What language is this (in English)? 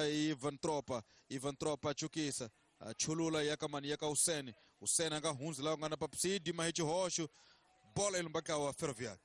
Tsonga